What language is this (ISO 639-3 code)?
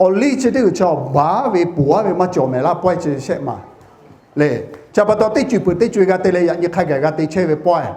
lhu